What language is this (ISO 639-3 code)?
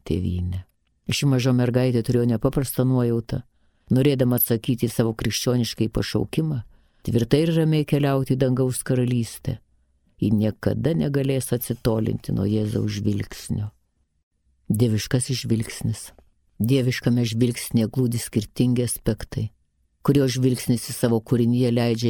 lit